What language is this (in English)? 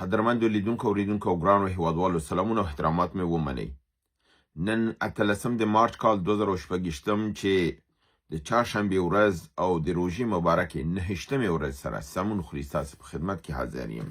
Pashto